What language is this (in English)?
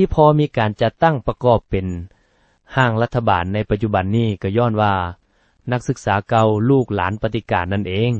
Lao